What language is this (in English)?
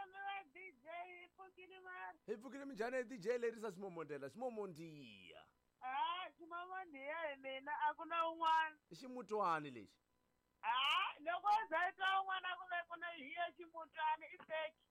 Tsonga